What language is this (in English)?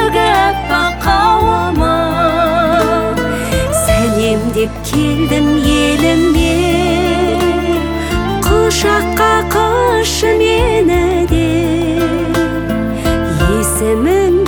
Kazakh